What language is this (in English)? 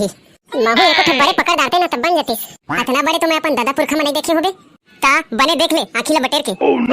Chhattisgarhi